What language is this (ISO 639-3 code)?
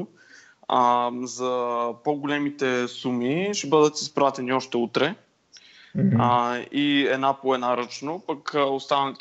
bul